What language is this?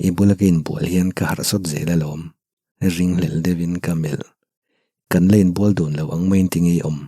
Mizo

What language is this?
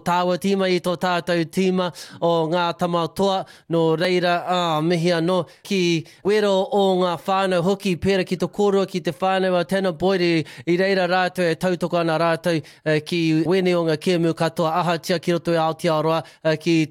Māori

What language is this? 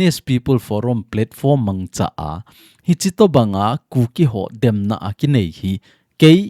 Thado Chin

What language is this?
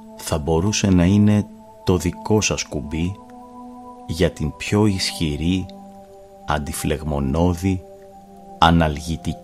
Greek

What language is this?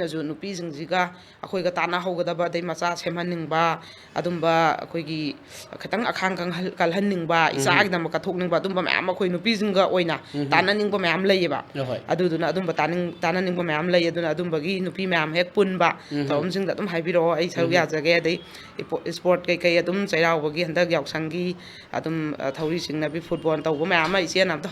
Manipuri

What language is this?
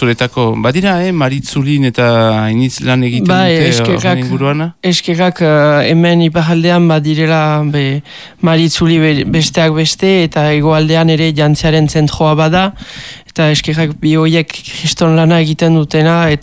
Basque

